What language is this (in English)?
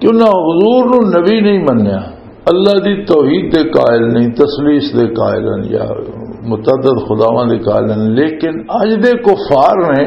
Western Panjabi